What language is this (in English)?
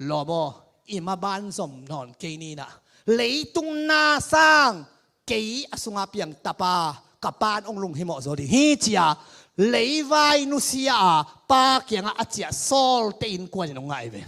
Tedim Chin